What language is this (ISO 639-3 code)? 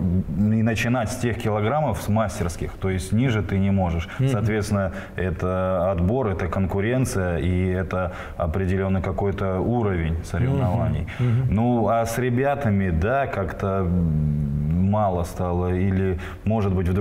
rus